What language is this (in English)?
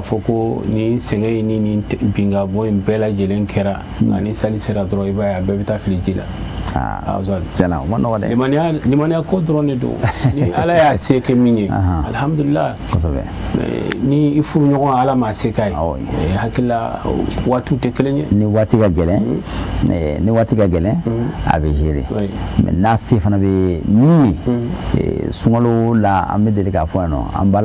Bambara